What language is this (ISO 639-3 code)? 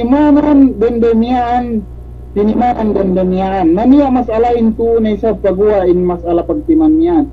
yka